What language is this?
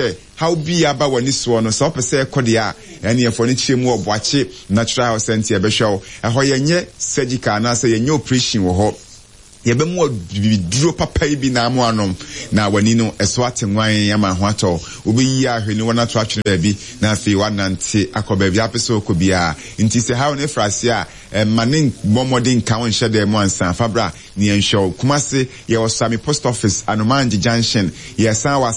Akan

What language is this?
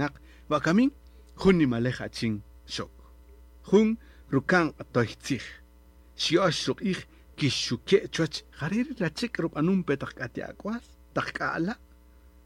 Kaqchikel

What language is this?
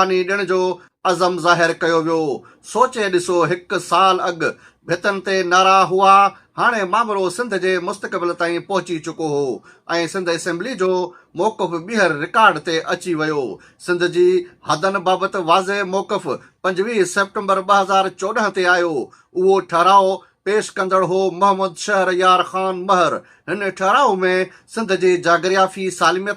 Sindhi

